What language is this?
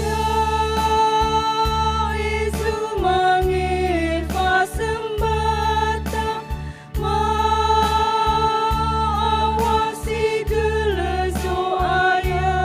Nias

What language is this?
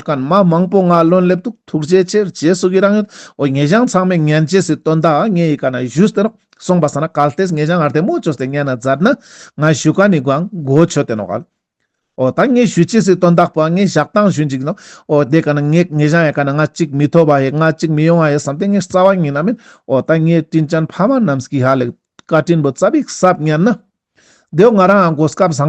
Ladakhi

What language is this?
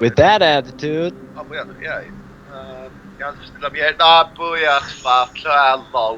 Faroese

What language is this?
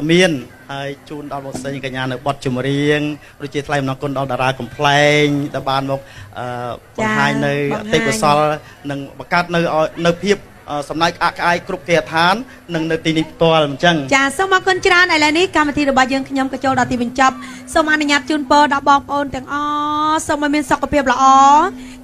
Khmer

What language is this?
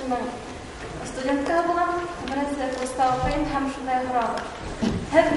Bashkir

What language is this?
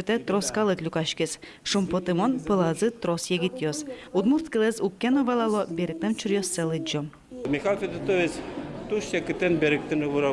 Udmurt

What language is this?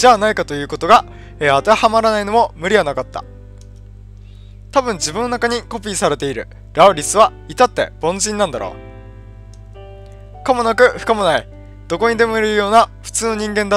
Japanese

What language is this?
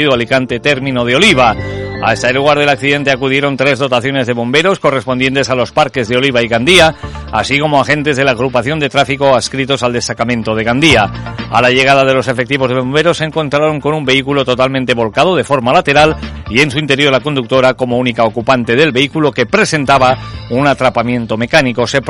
Spanish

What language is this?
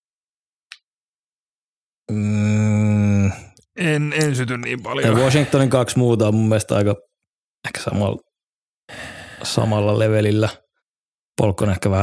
Finnish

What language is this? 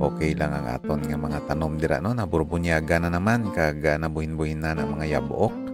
Hiligaynon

